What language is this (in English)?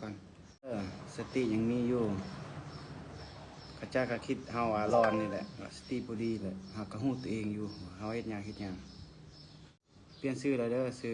Lao